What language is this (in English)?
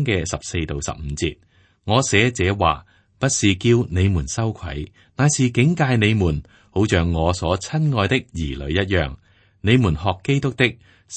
Cantonese